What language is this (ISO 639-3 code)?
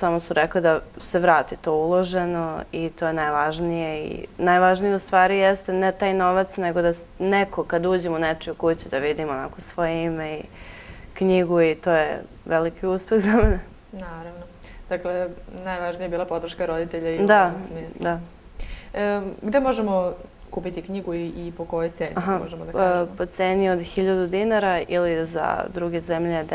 srp